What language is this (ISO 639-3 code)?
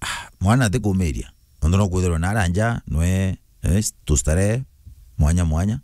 mer